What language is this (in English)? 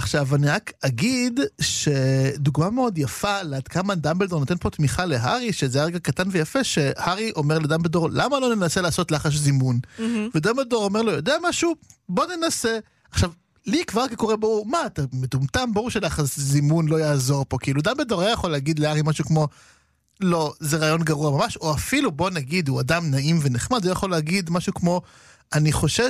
Hebrew